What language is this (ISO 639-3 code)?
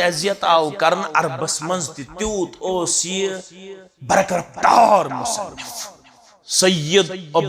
kas